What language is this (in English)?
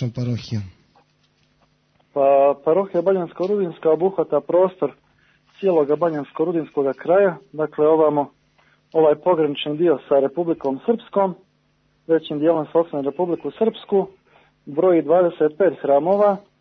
Serbian